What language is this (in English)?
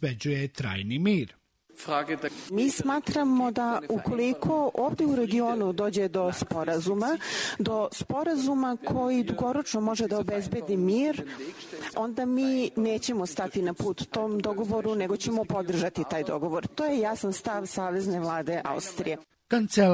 Serbian